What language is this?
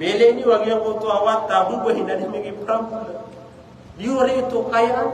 Maranao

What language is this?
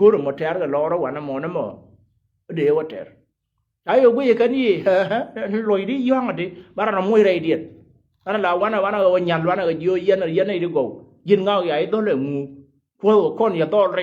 Nuer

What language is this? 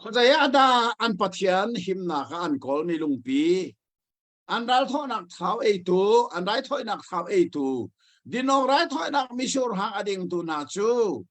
Hakha Chin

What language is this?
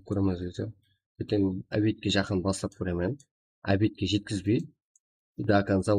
Kara-Kalpak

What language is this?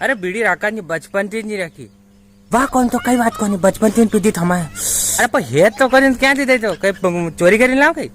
Rajasthani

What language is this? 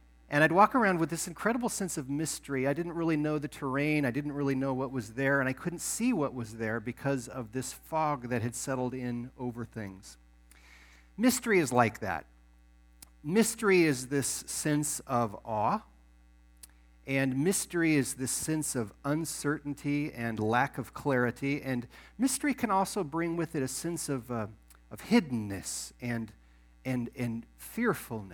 English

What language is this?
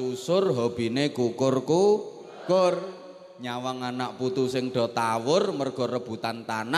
Javanese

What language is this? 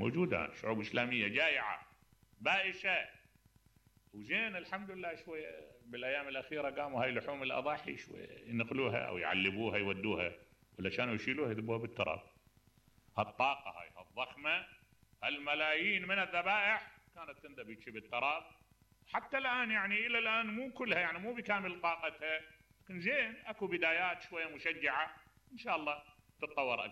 Mesopotamian Arabic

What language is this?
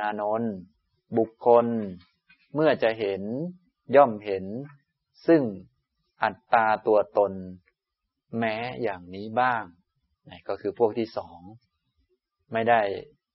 Thai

